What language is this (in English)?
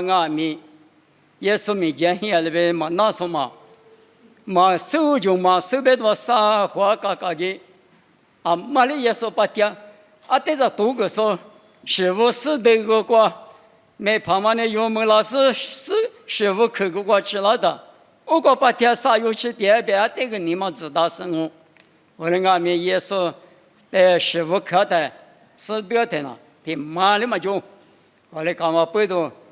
Lisu